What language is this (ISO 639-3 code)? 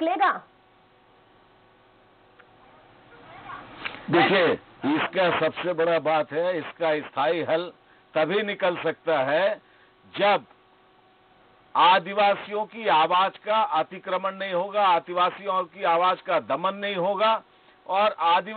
hin